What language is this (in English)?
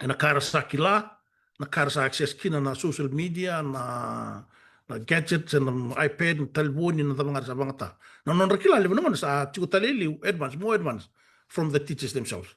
Fijian